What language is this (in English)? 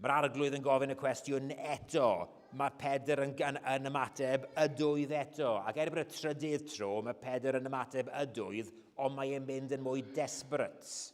Welsh